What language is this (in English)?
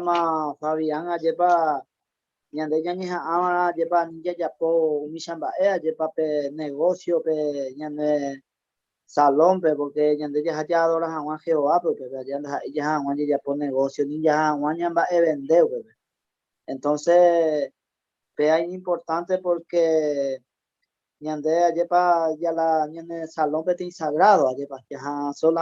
Guarani